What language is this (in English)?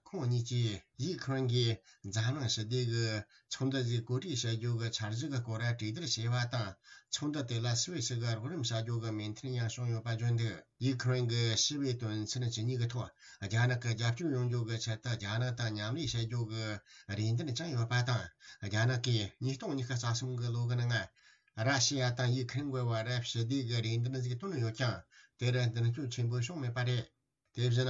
Tibetan